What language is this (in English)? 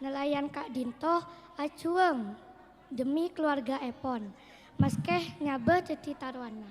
Madurese